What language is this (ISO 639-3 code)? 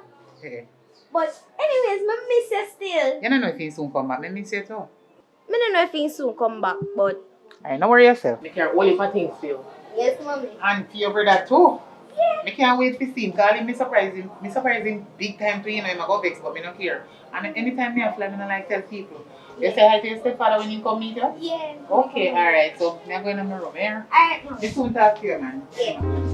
jam